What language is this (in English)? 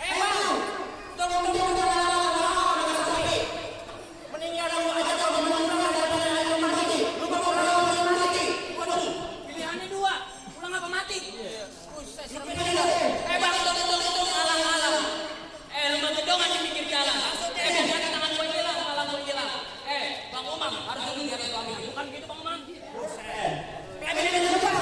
Betawi